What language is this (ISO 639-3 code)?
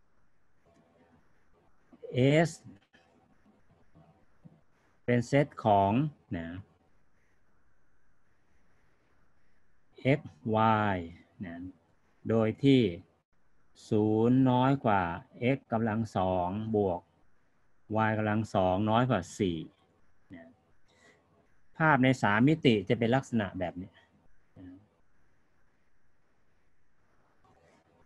tha